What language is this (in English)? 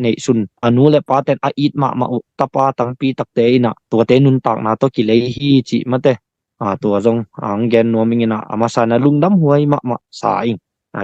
Tedim Chin